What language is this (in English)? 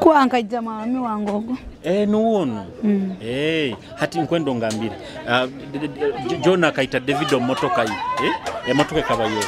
Nyoro